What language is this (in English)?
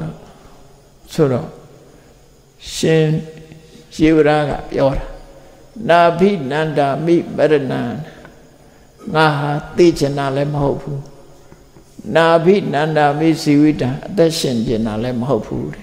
Burmese